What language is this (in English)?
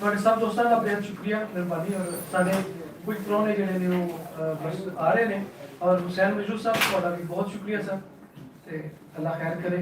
Western Panjabi